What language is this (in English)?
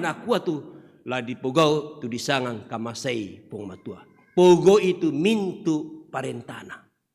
Toraja-Sa'dan